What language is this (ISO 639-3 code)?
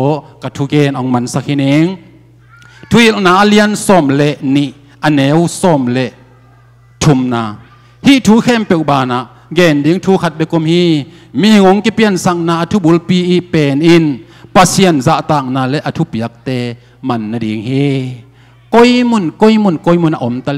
ctd